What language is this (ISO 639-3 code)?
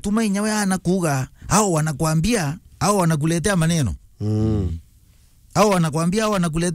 mer